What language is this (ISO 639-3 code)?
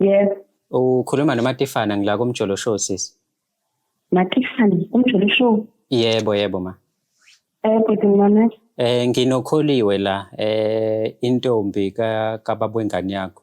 zul